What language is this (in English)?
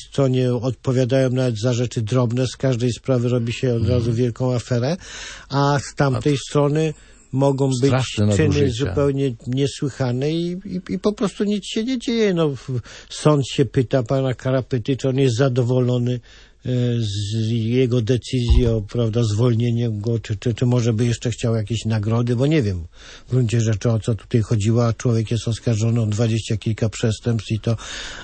Polish